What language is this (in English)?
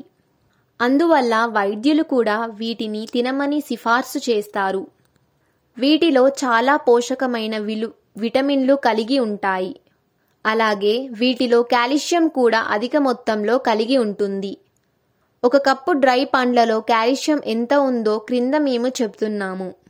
Telugu